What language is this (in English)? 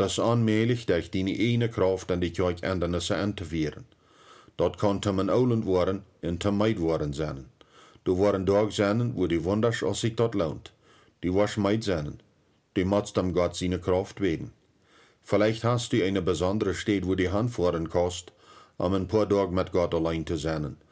Plautdietsch